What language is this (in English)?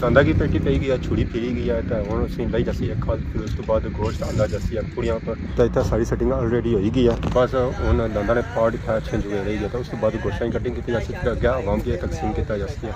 Pahari-Potwari